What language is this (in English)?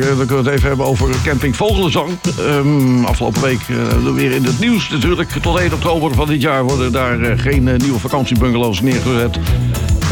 Dutch